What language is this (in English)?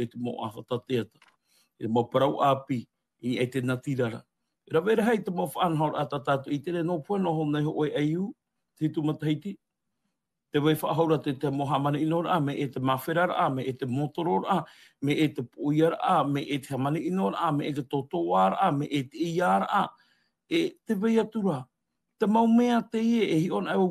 Tahitian